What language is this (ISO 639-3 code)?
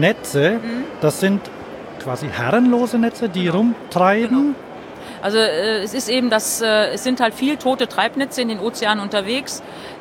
deu